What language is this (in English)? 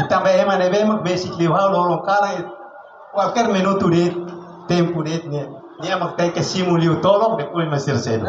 Tetum